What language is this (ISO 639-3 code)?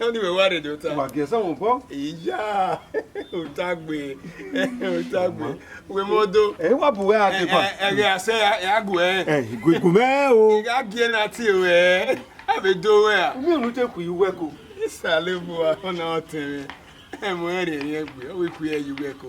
bin